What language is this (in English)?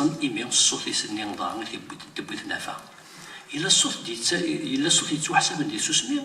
Kabyle